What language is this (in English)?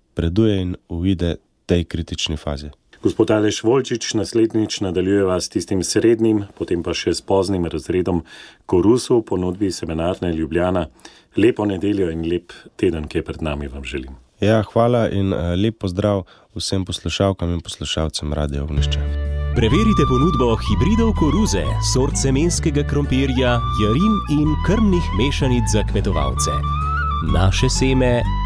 Slovenian